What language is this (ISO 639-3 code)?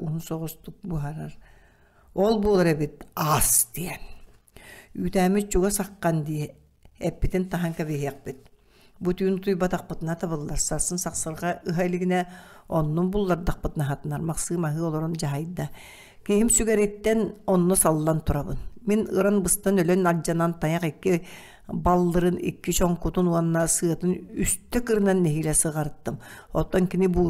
sah